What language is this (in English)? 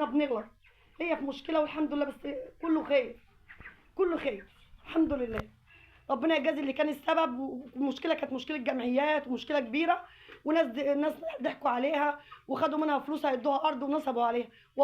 Egyptian Arabic